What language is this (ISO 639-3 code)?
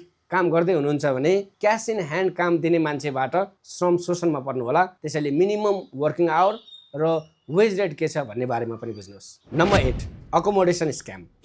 nep